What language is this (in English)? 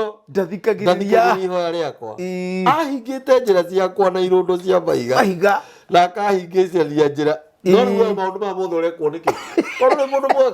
Kikuyu